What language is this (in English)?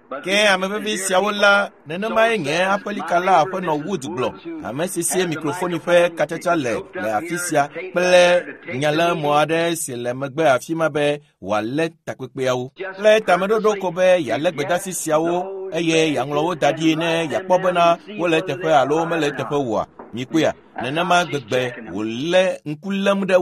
Ewe